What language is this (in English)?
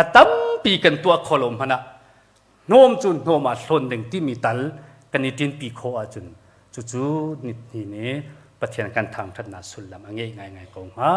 Hakha Chin